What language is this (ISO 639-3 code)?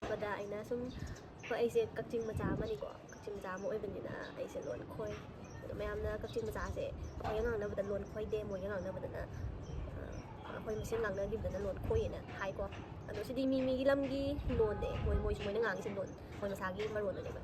mni